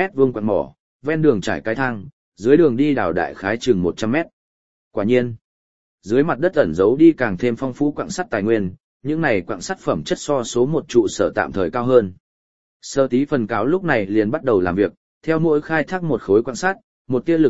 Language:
Vietnamese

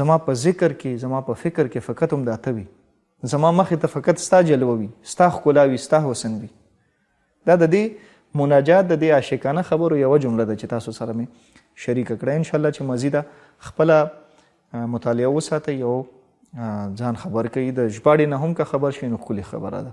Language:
Pashto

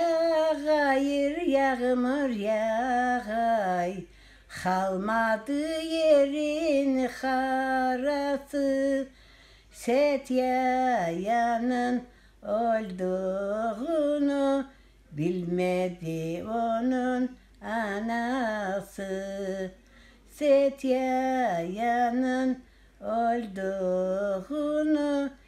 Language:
Crimean Tatar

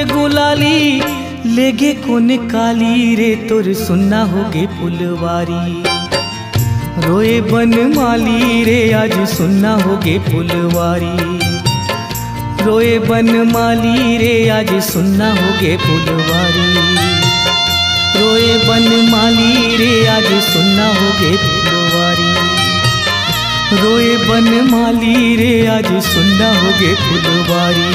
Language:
Chhattisgarhi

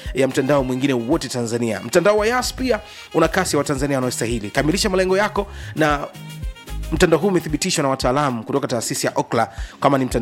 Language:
Swahili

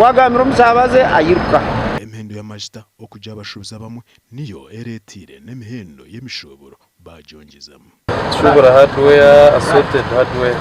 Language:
Nyankole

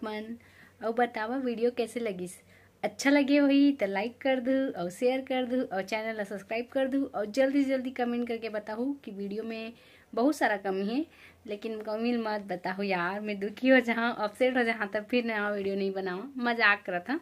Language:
Chhattisgarhi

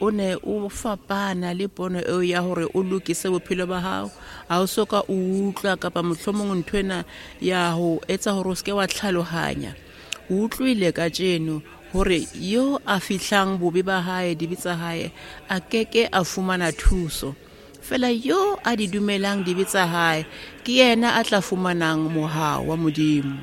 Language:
Southern Sotho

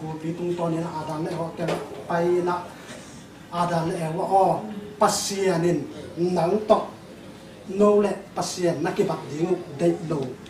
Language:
Tedim Chin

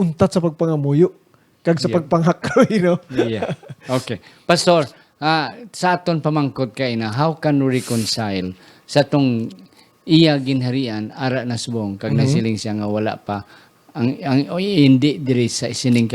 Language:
Hiligaynon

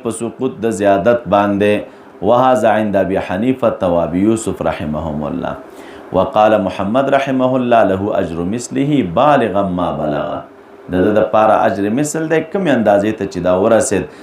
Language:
Pashto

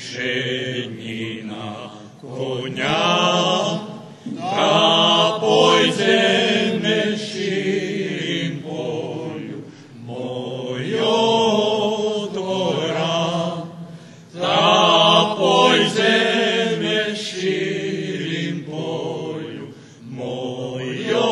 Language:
Rusyn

